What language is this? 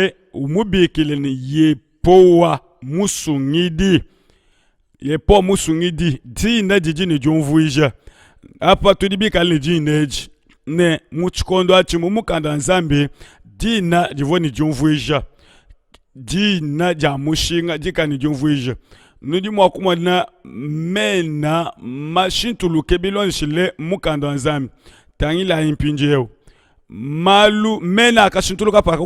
Luba-Lulua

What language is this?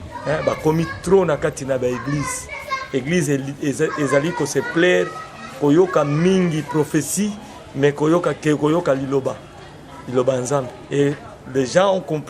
Lingala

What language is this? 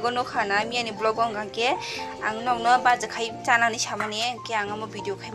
Kok Borok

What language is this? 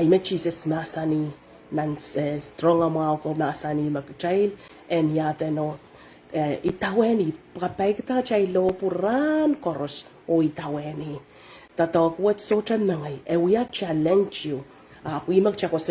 Pohnpeian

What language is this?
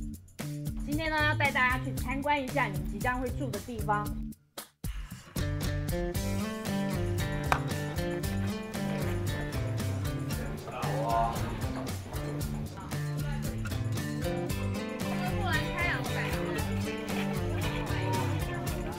Chinese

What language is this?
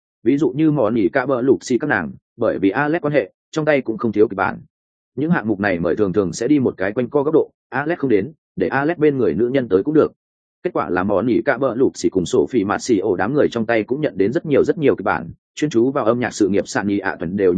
Vietnamese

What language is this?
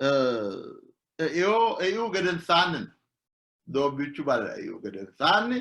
Sidamo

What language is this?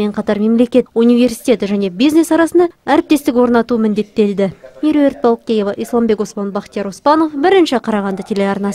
Kazakh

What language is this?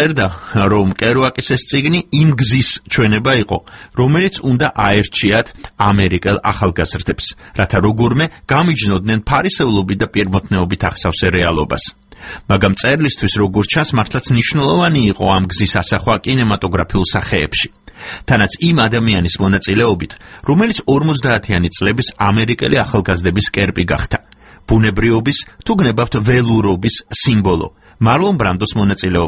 Georgian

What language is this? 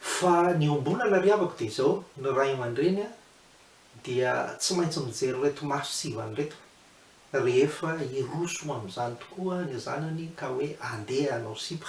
Malagasy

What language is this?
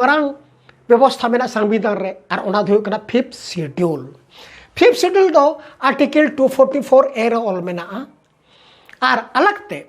Santali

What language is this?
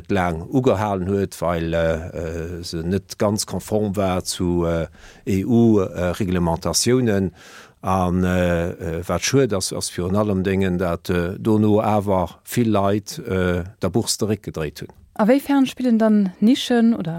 Luxembourgish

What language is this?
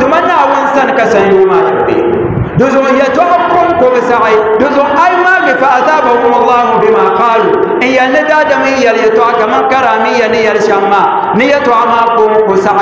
Dagbani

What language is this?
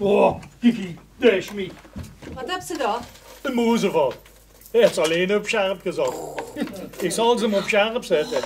Limburgish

